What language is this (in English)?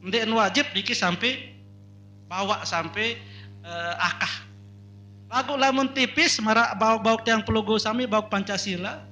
Sasak